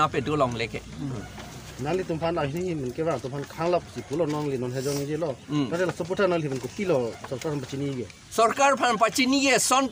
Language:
Karbi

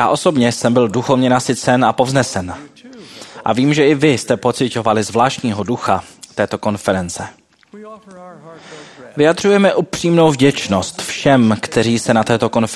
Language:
Czech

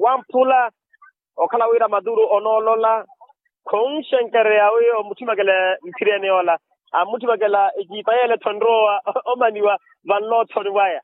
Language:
Makhuwa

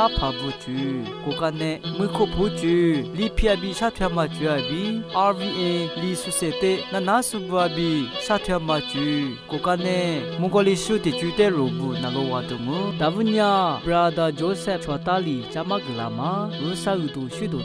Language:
Lisu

